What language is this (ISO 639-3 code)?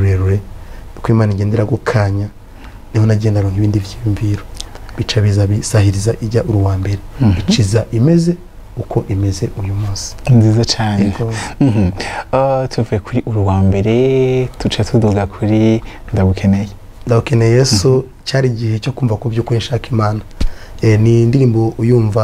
run